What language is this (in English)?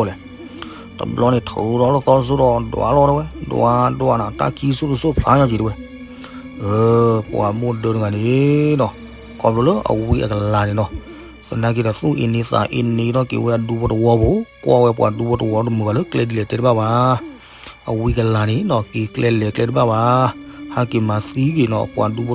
S'gaw Karen